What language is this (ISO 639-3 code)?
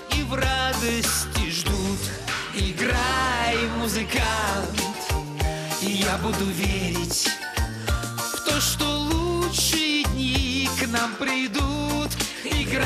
rus